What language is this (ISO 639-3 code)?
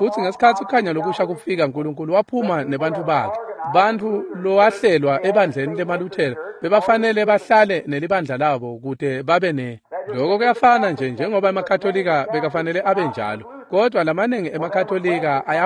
ssw